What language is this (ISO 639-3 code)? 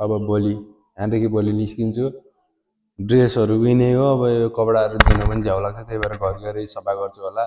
nep